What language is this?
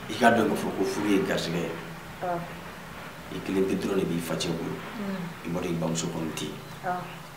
Bambara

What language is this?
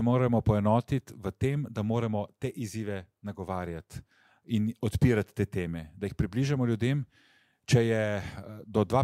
Slovenian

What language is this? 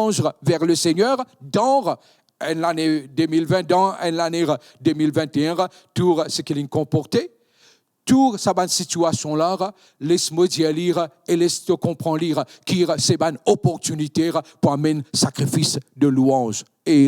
Morisyen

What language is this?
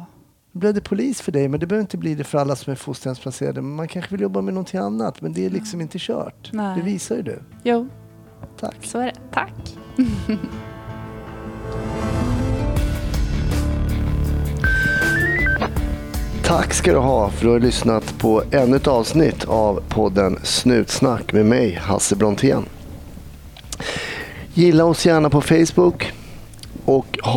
Swedish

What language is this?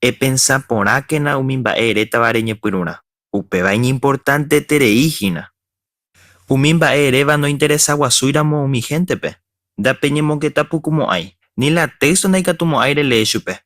Guarani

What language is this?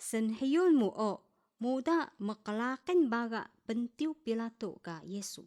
Taroko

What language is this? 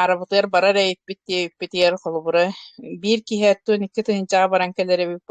Yakut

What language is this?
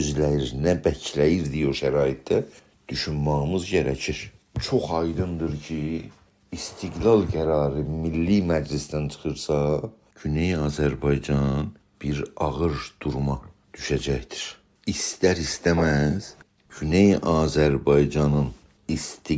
South Azerbaijani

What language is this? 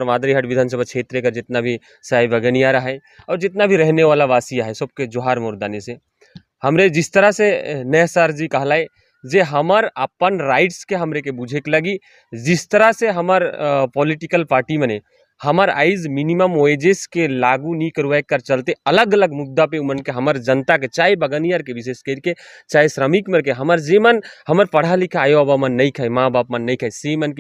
Sadri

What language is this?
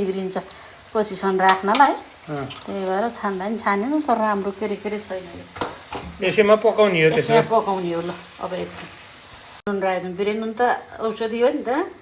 Nepali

